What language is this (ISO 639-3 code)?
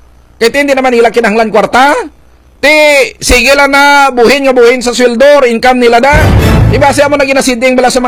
hil